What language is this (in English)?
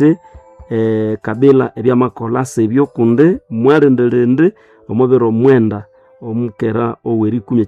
Nande